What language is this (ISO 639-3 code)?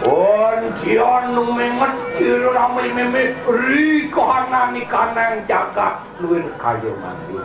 ban